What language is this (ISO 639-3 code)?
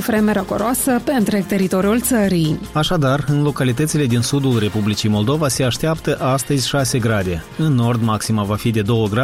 ron